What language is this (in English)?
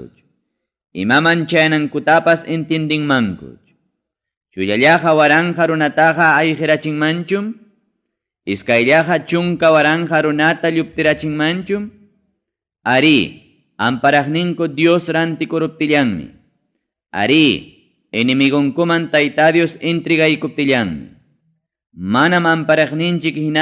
Ayacucho Quechua